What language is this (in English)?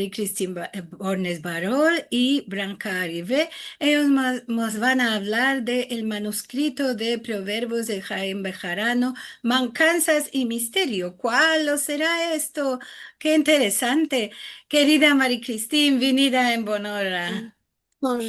Ladino